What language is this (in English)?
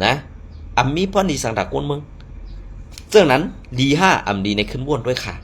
Shan